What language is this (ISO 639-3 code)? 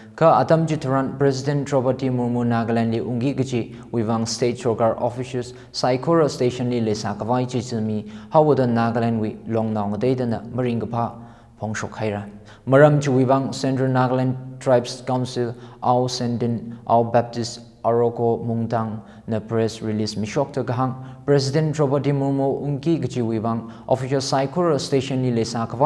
nmf